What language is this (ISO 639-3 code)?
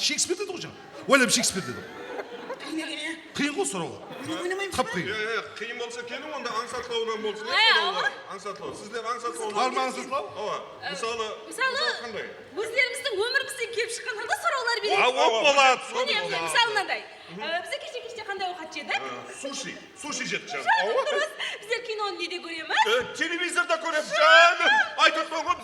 kaa